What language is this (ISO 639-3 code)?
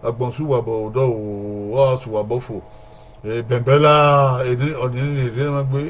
bin